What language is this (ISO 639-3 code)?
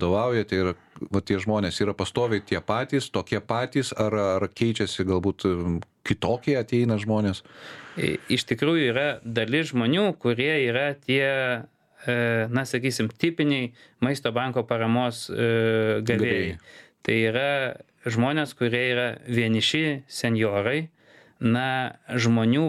lit